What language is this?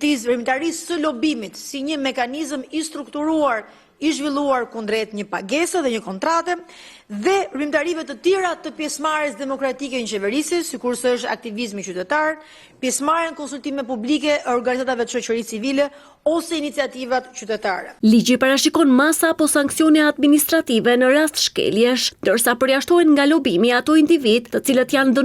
Albanian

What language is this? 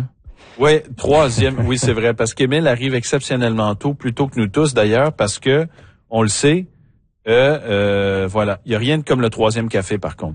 French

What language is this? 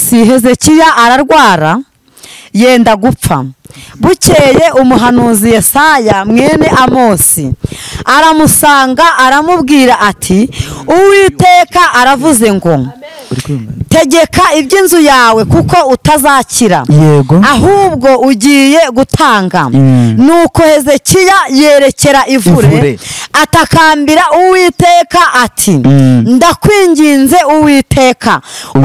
Kinyarwanda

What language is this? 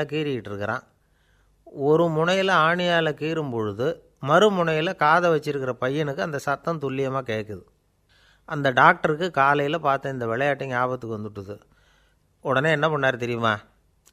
Tamil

